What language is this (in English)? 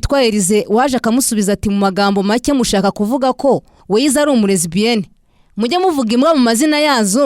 Kinyarwanda